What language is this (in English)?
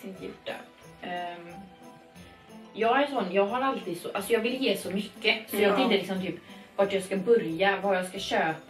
Swedish